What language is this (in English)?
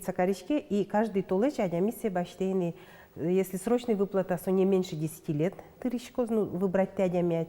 Udmurt